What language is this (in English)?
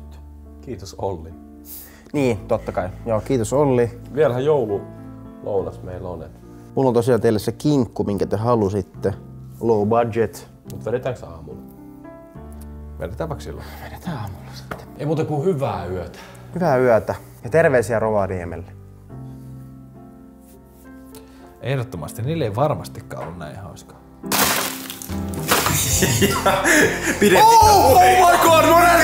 Finnish